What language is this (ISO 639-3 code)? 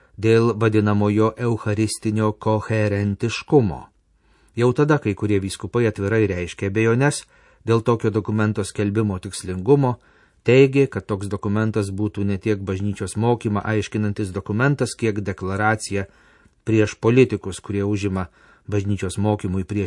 lit